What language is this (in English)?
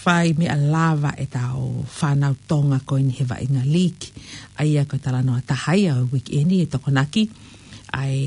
Tongan